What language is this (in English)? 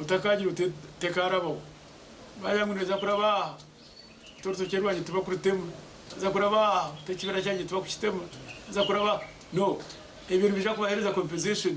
Nyankole